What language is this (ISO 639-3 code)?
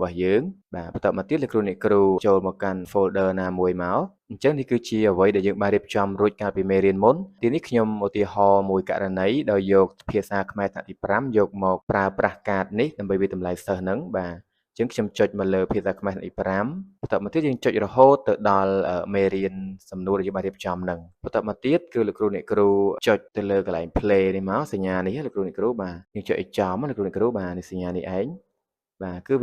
khm